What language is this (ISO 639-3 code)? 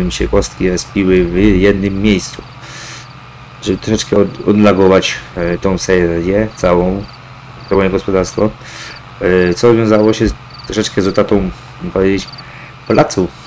pol